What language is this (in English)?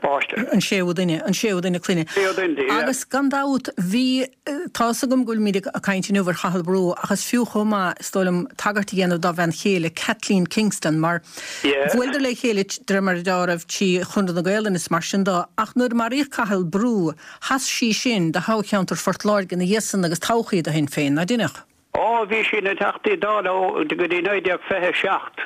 Irish